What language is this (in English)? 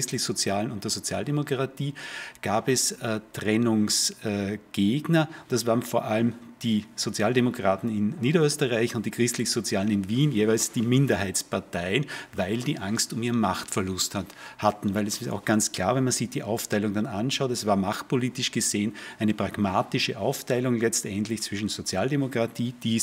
German